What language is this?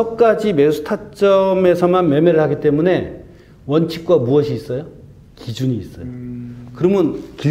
Korean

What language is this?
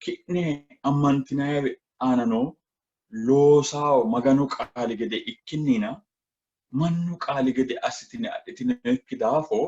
Sidamo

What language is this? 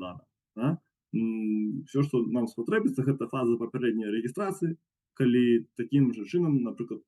Belarusian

